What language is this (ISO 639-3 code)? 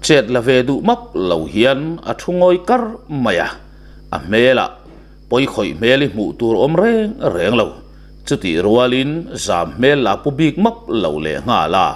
lus